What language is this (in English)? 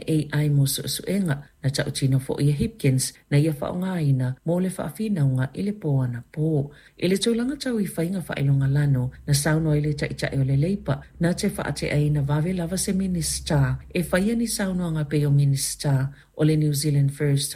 Samoan